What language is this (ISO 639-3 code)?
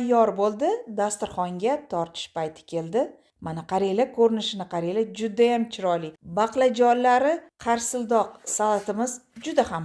uzb